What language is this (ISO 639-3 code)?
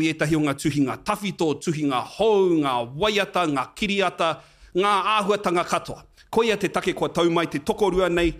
mri